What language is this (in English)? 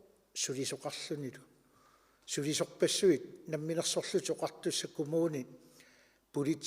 Kalaallisut